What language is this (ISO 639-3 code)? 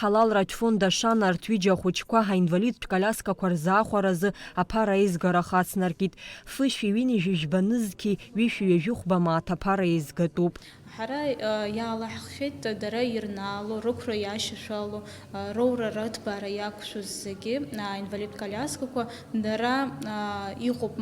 abk